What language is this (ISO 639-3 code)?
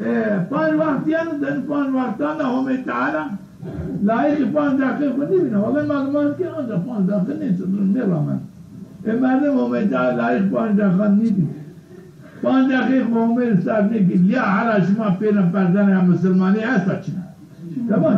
zza